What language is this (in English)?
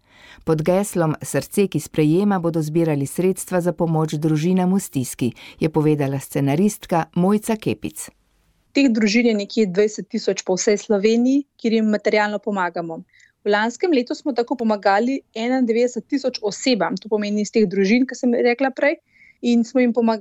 Slovenian